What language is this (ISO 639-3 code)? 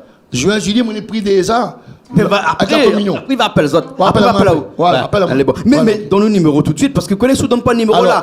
rcf